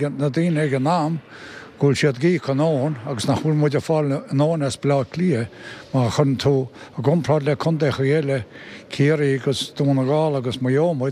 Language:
Irish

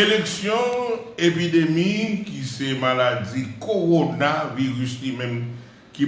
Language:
Haitian Creole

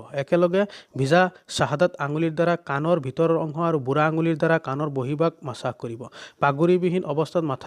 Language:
Assamese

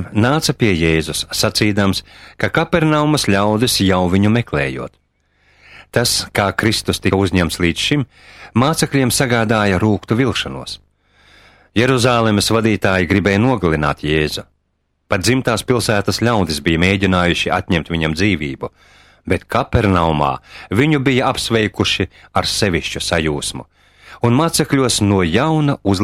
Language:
Latvian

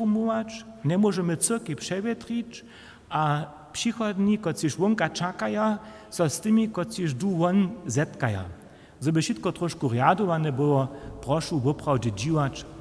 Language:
Upper Sorbian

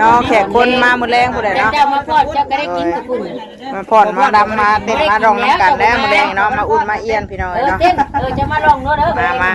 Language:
Northeastern Thai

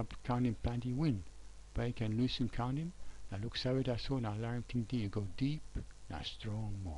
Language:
Tok Pisin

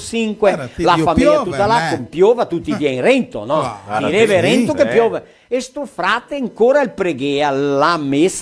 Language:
Venetian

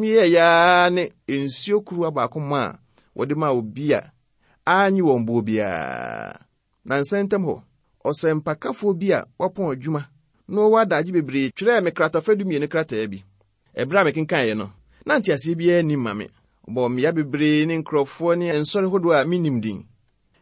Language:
Akan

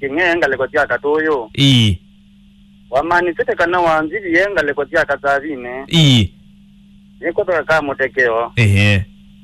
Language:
Kamba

